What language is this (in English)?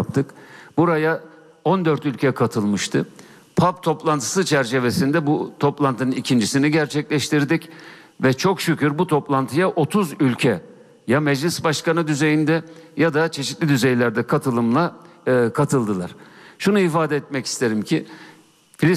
Turkish